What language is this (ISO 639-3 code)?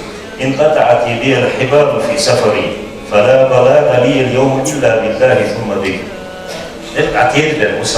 inh